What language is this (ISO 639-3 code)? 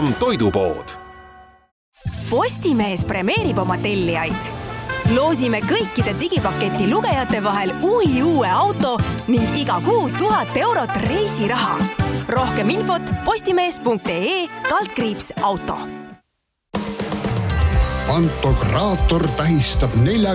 est